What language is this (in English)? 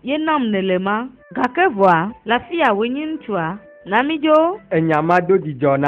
Ewe